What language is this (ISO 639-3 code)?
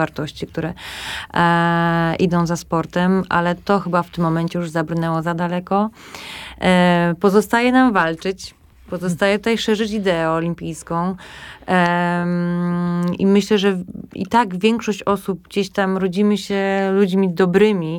pol